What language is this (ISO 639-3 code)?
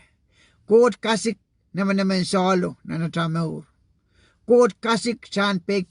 pon